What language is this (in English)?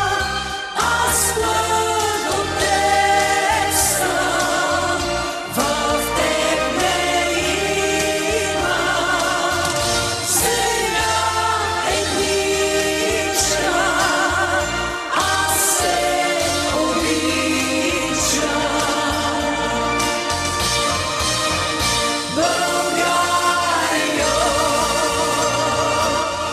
Bulgarian